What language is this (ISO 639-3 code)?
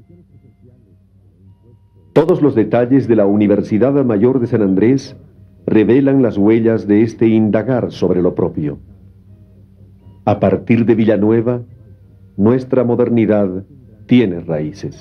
spa